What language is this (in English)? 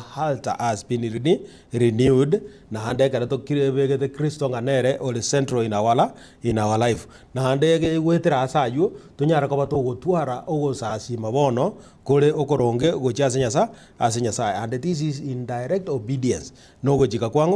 Gusii